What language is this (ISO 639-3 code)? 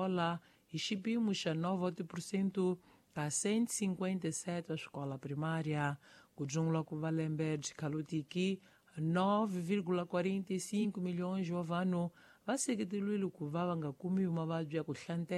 tso